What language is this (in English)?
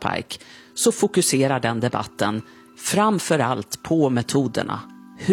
Swedish